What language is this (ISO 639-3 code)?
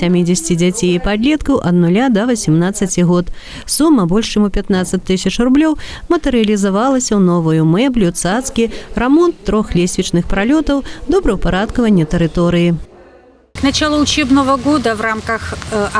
bel